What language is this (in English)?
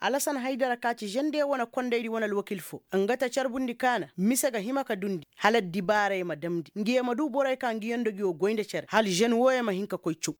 Koyraboro Senni